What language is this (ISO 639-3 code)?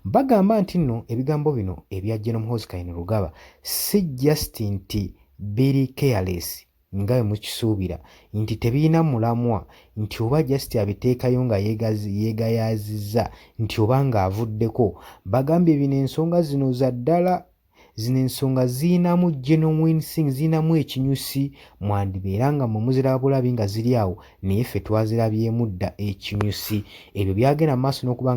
lug